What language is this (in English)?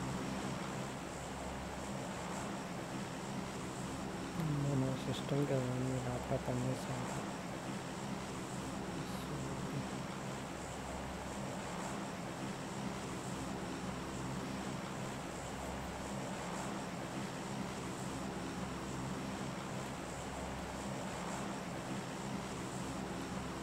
Telugu